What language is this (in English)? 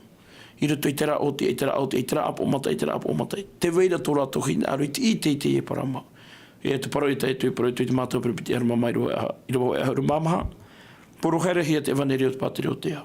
Tahitian